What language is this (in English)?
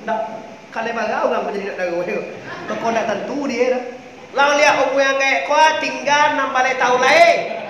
Minangkabau